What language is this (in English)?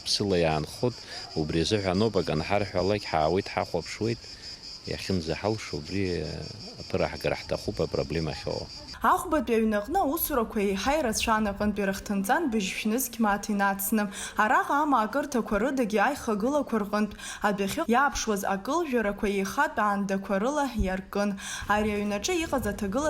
Abkhazian